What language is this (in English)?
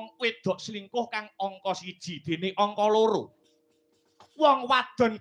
Javanese